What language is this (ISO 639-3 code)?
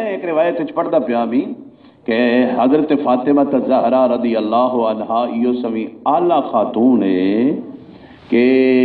skr